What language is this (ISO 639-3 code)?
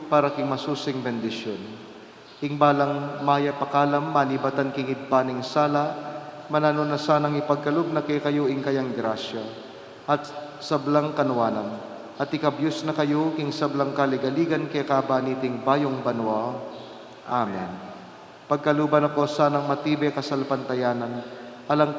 pam